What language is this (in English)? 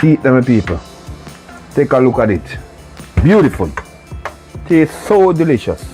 Jamaican Creole English